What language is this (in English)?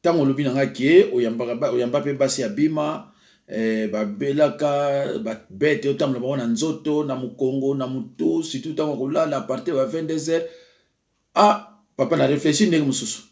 Lingala